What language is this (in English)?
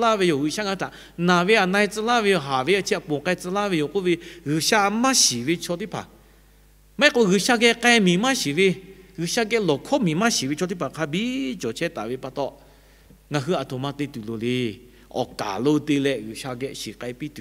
Lahu